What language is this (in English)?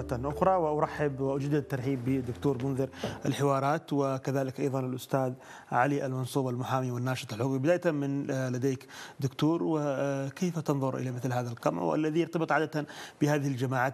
Arabic